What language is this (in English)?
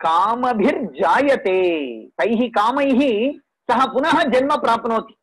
Sanskrit